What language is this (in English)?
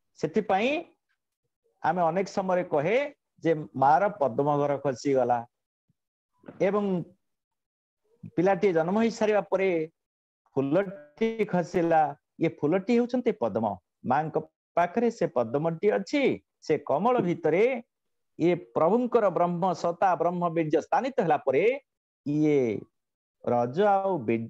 Odia